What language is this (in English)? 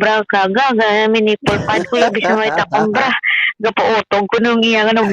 Hiligaynon